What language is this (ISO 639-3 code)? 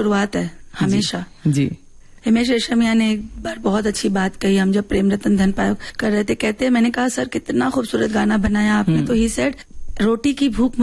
hin